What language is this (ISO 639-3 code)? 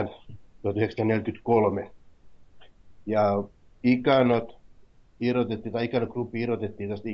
fin